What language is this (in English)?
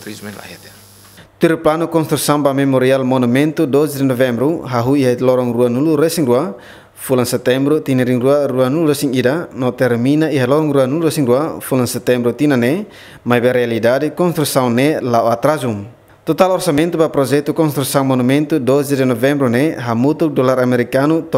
Tetum